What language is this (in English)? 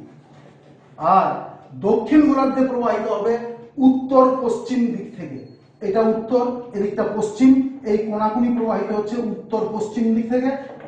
Bangla